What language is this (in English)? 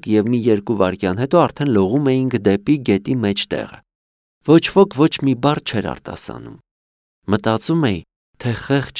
Armenian